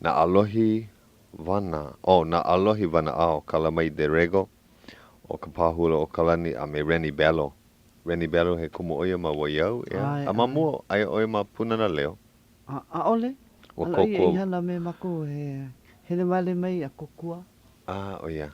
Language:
Hawaiian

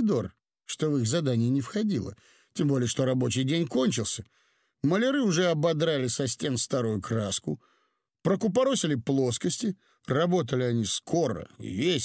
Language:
Russian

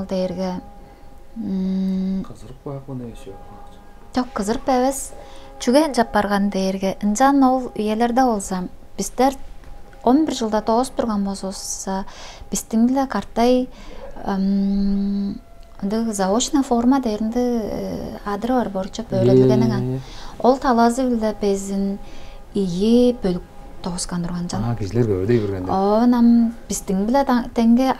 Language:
Tuvinian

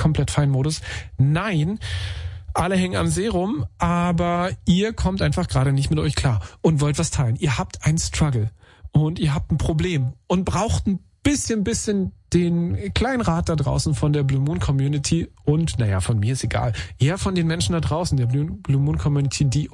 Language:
German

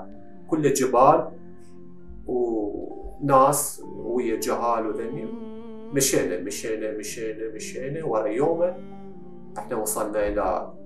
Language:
Mesopotamian Arabic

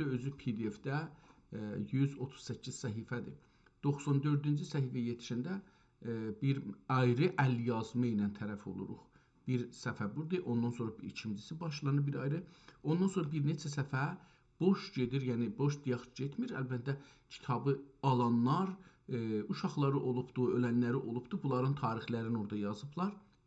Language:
South Azerbaijani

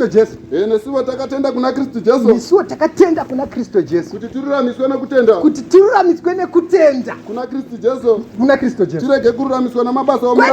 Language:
Shona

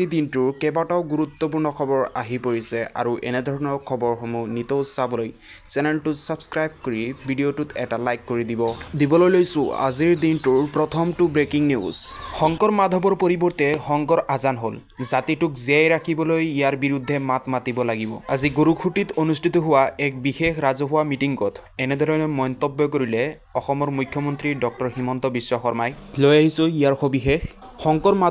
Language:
Assamese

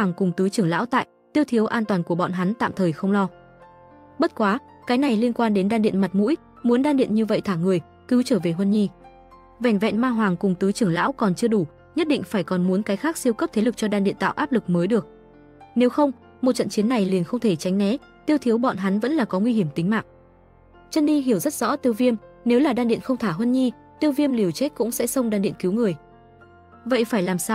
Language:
Vietnamese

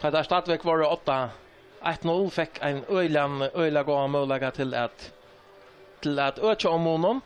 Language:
Faroese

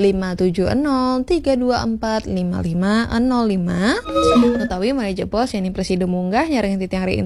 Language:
Balinese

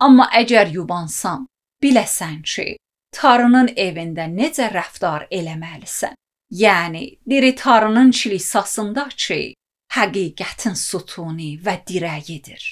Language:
Azerbaijani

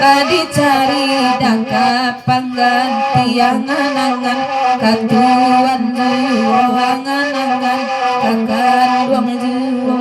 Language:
Minangkabau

